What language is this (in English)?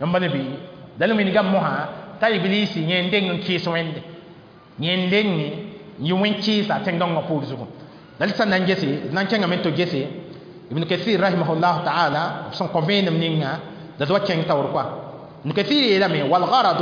Mossi